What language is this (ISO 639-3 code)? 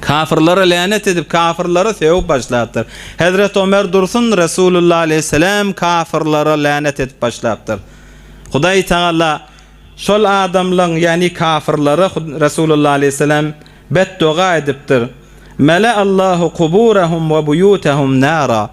tuk